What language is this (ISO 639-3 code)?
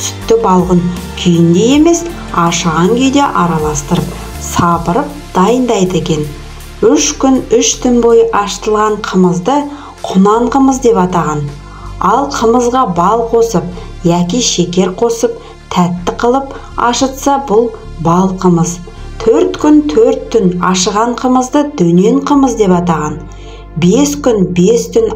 kaz